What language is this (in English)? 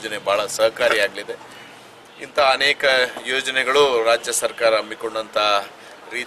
Kannada